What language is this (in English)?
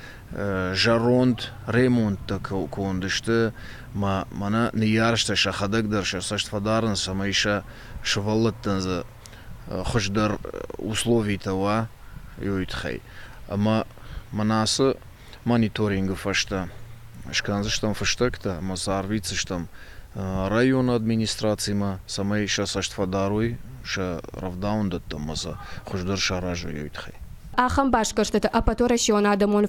Ossetic